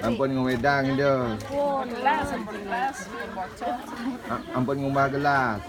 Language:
Balinese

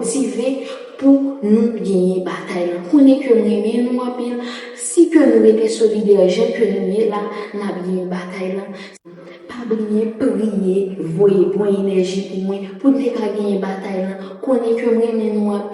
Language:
Haitian Creole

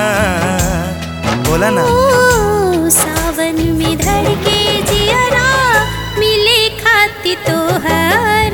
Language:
Bhojpuri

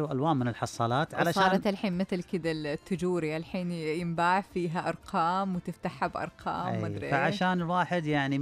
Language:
Najdi Arabic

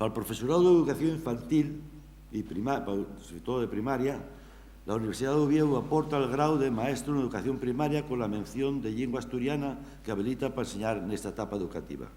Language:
Asturian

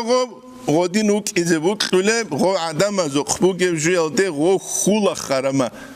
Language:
Avaric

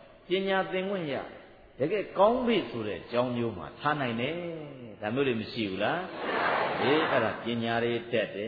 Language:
Burmese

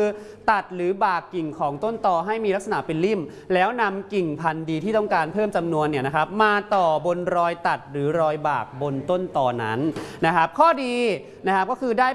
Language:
Thai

